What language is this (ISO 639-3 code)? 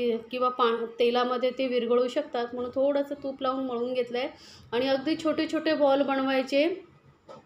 mar